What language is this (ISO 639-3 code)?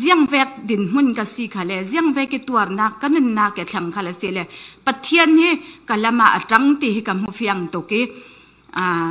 cfm